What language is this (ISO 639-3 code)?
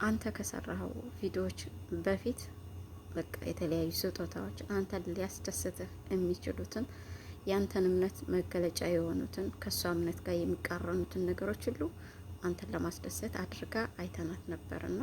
amh